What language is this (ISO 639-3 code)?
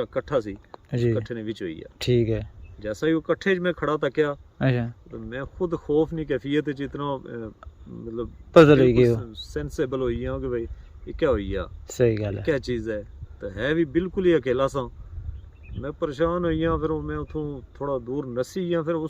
phr